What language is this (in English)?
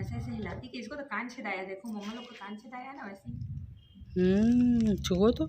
Chhattisgarhi